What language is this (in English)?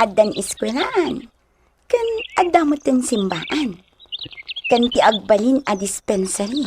Iloko